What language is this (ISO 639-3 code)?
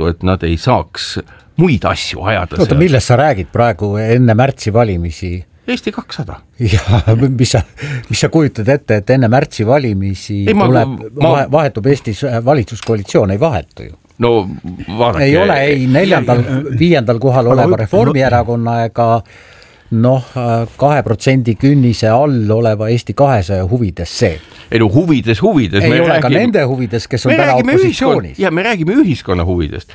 est